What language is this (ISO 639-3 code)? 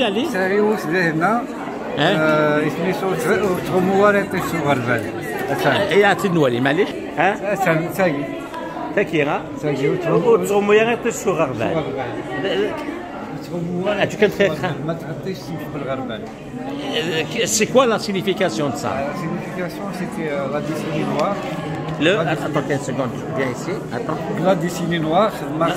kab